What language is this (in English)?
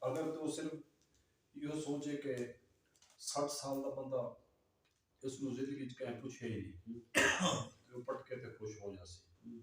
Saraiki